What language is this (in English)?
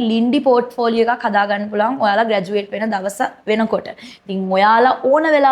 Sinhala